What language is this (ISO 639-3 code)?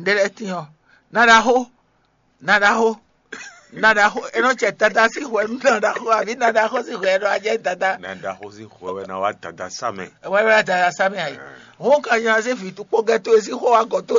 fon